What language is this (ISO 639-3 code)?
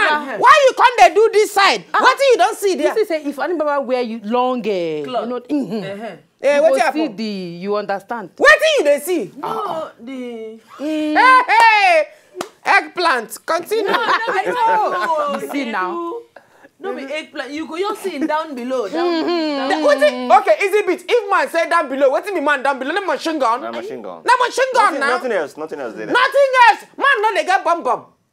pcm